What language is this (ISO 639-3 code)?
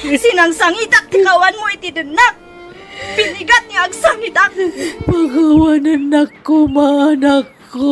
ilo